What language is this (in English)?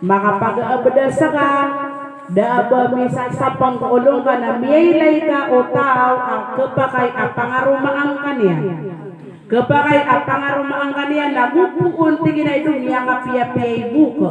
Maranao